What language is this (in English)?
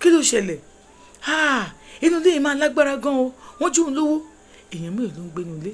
Yoruba